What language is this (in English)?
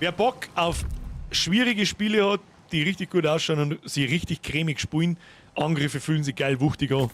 Bavarian